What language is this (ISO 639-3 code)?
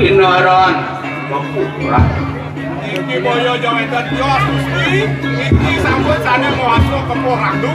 ban